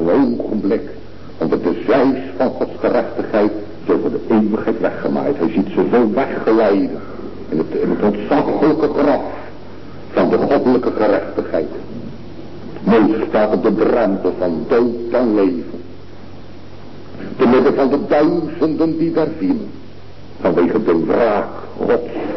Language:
Dutch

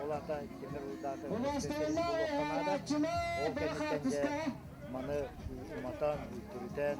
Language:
Yakut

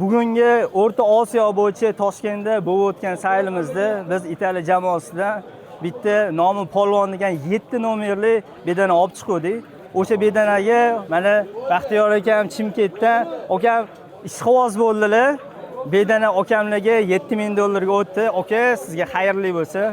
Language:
Uzbek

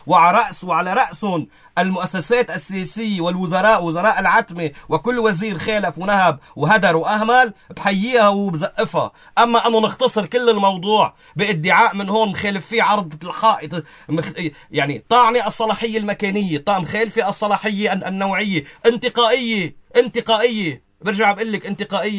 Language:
North Levantine Arabic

